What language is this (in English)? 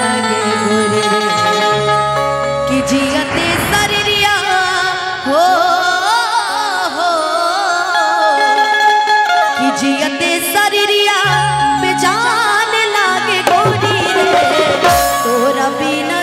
Bhojpuri